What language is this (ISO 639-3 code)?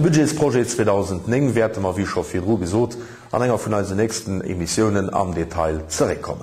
ltz